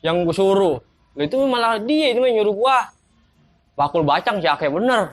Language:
Betawi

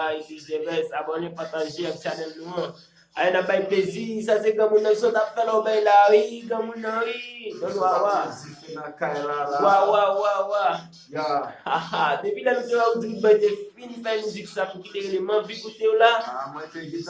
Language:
Haitian Creole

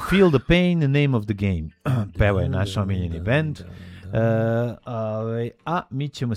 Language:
Serbian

